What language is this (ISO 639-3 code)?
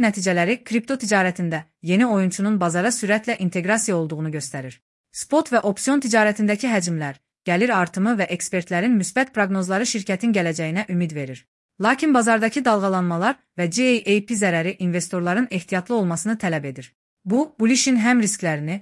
aze